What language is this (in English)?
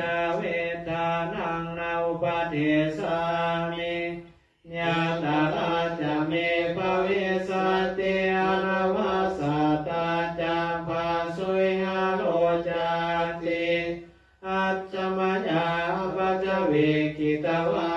Pali